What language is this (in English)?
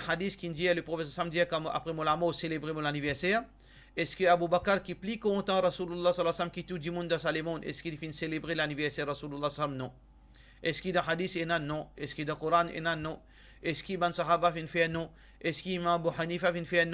Morisyen